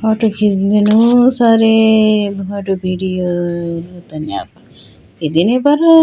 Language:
Nepali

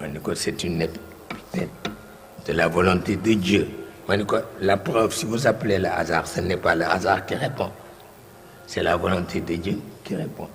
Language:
Wolof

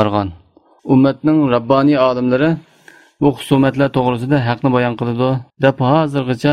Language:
Uyghur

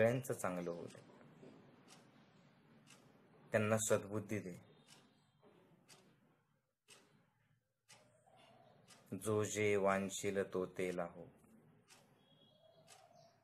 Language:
Marathi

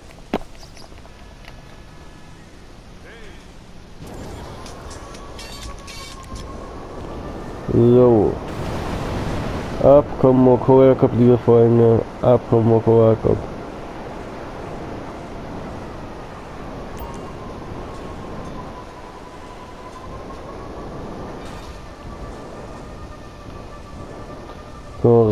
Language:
German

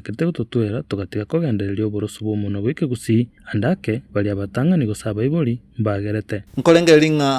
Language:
Gusii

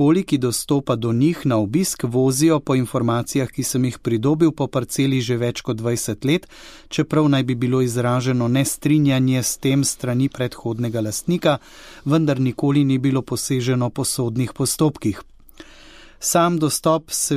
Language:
Slovenian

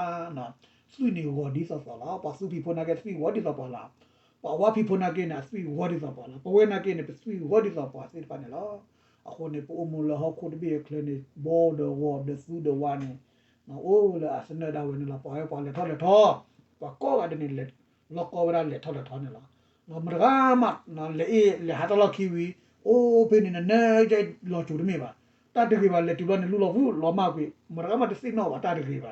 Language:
S'gaw Karen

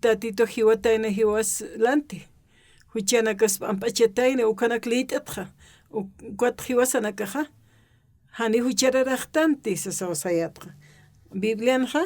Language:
Aymara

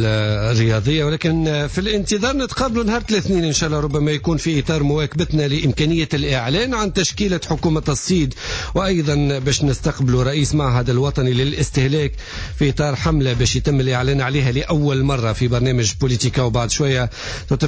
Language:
Tunisian Arabic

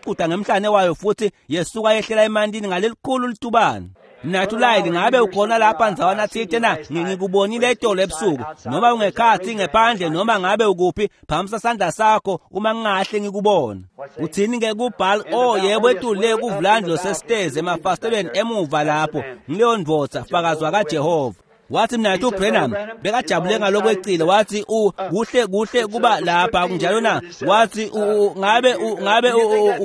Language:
Swati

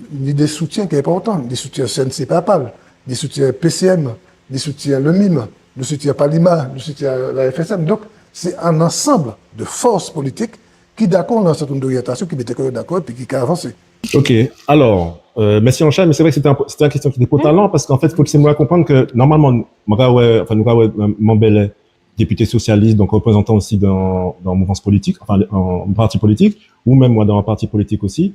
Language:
Guadeloupean Creole French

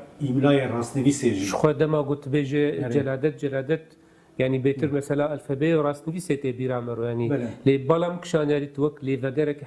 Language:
Kurdish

